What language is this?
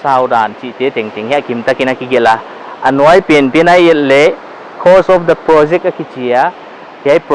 Paite Chin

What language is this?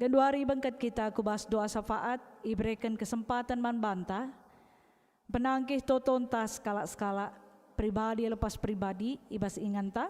Batak Karo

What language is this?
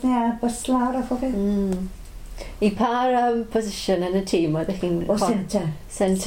Welsh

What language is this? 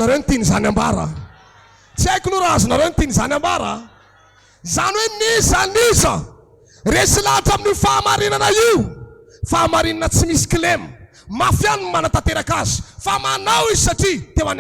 Malagasy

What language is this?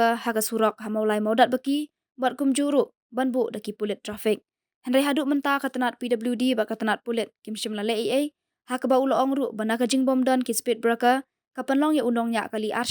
Khasi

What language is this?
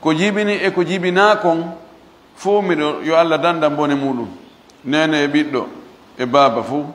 Fula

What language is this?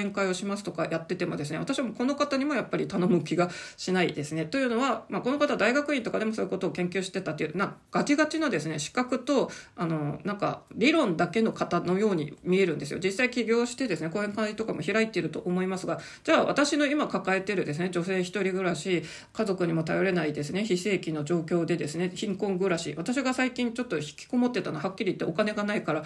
Japanese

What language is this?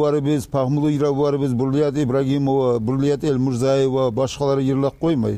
Kumyk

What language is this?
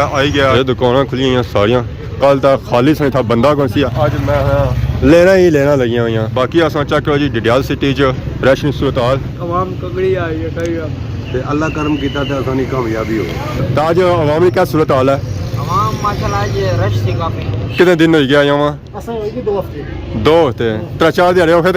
Pahari-Potwari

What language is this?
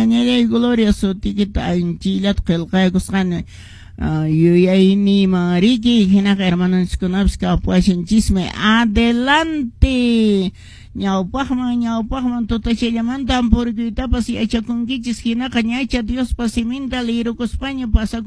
Quechua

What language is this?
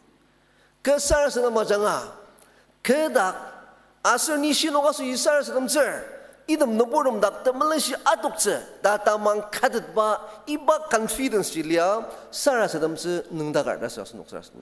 Ao Naga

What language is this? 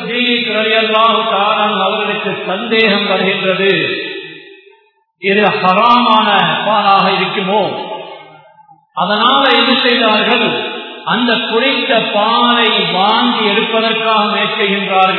Tamil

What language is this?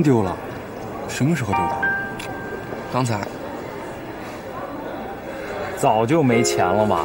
Chinese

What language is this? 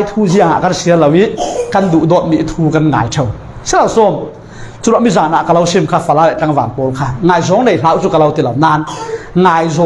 Falam Chin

